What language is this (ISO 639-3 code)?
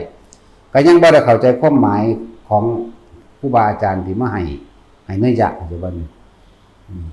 tts